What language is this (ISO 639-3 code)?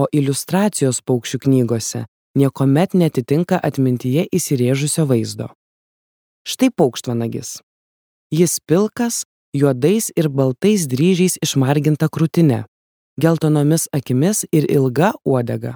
lit